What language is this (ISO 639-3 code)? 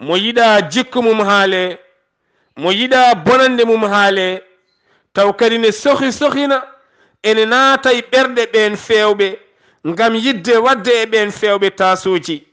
ful